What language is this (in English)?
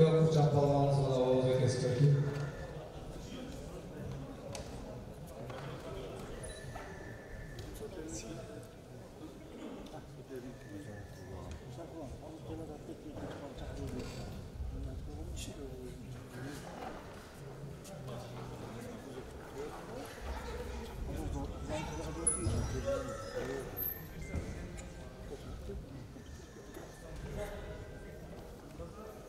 Kazakh